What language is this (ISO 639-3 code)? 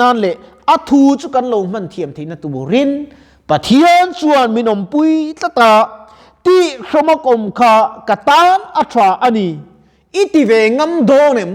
lus